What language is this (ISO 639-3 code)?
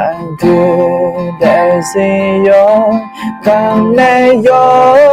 ahk